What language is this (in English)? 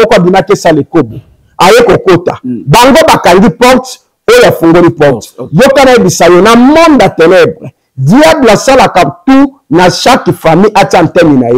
Lingala